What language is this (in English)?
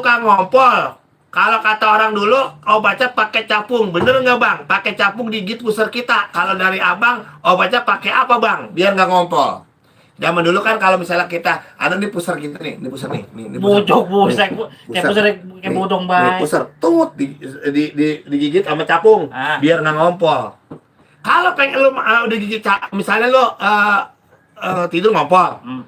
Betawi